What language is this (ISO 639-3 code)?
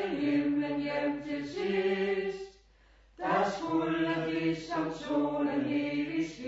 dan